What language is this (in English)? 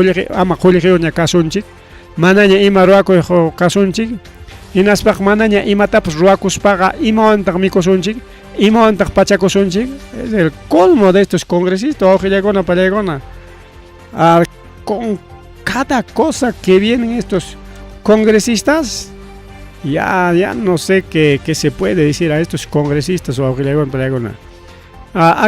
Ayacucho Quechua